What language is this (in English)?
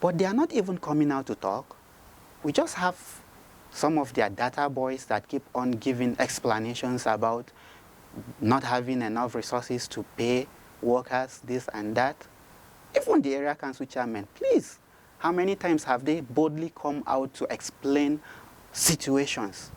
Nigerian Pidgin